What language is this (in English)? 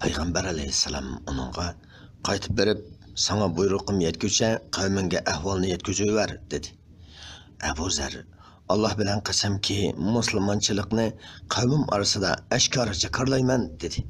Uyghur